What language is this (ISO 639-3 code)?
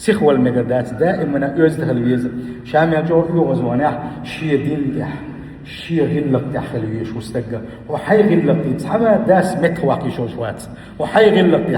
che